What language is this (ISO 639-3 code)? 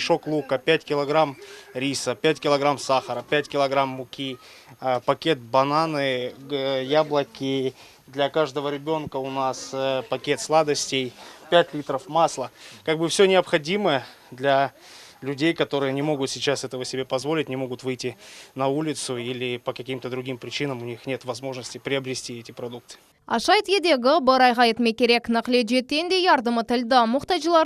crh